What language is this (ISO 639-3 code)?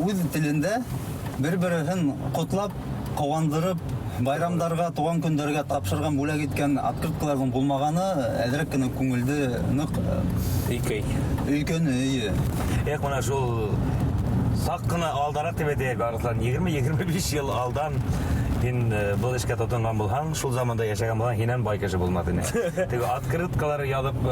bak